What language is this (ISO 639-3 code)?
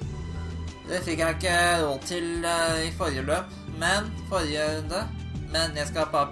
nor